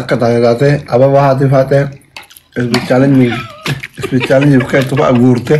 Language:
Oromo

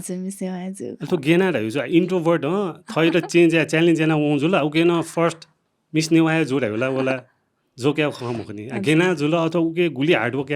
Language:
Newari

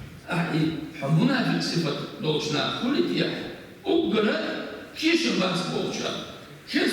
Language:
Chechen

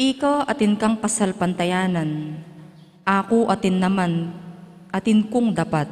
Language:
Pampanga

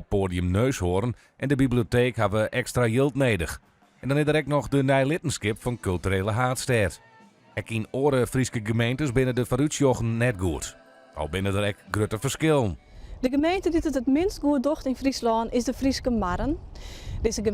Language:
Western Frisian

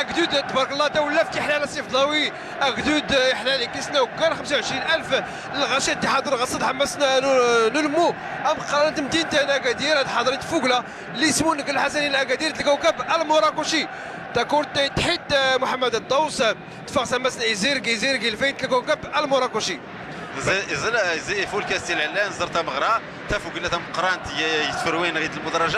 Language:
Moroccan Arabic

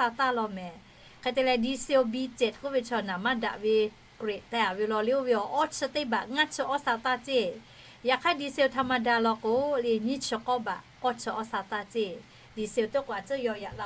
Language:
Lahu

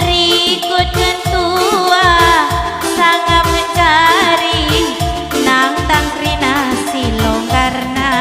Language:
Batak Karo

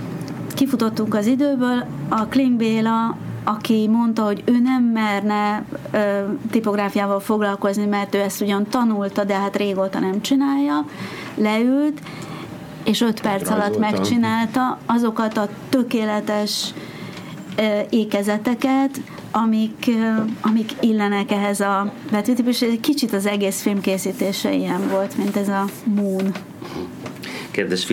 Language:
Hungarian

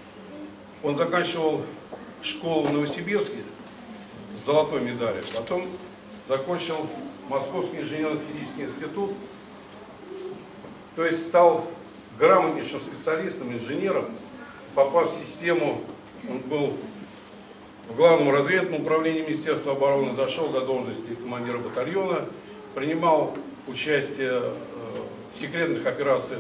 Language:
Russian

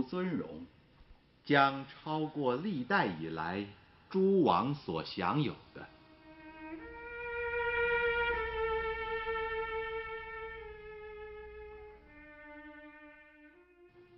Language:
Chinese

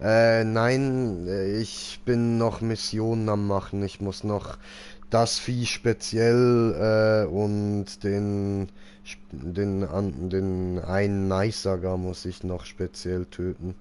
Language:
Swiss German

